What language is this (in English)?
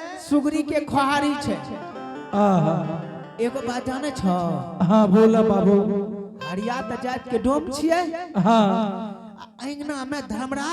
Angika